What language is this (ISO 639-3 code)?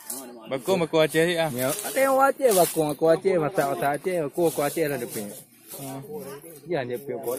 ace